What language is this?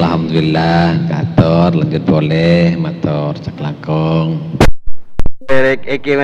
Madurese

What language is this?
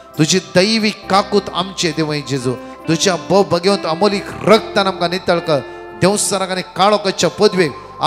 Konkani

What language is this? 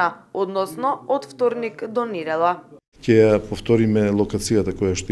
Macedonian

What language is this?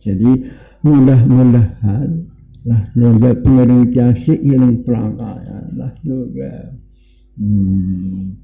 Sasak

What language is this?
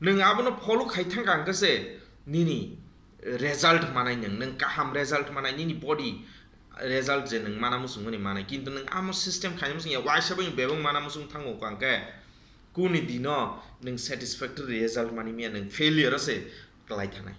Kok Borok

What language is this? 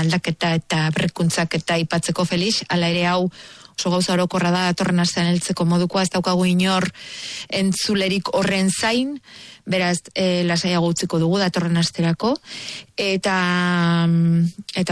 Basque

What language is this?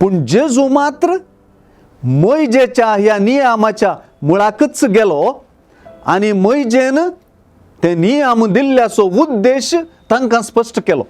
Konkani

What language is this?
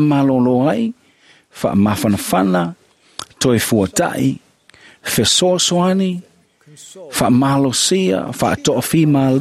Samoan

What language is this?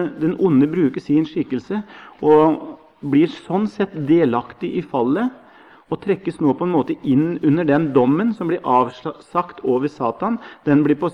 Norwegian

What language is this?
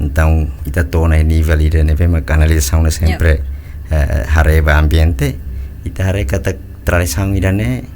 Tetum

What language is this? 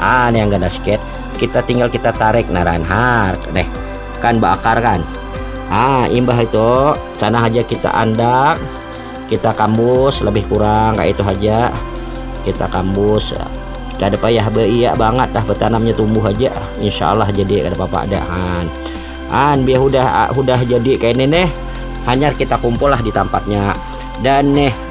Banjar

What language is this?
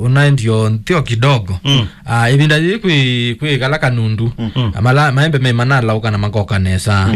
Kamba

